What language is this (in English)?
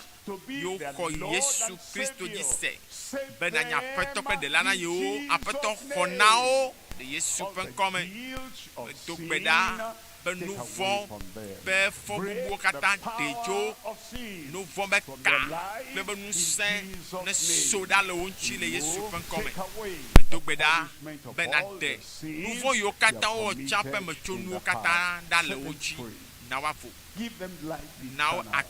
Ewe